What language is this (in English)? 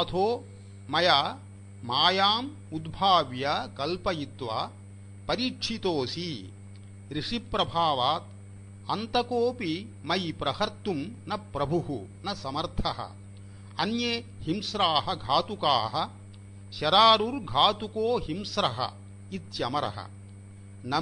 Sanskrit